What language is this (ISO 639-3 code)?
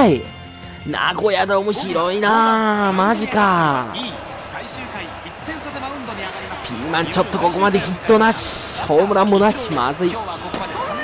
jpn